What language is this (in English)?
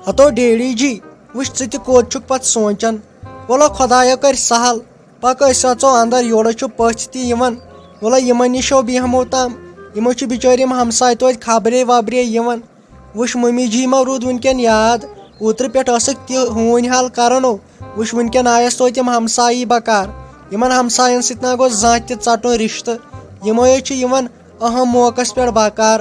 Kashmiri